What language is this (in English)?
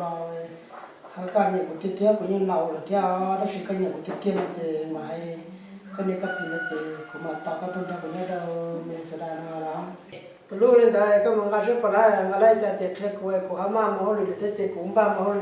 Hmong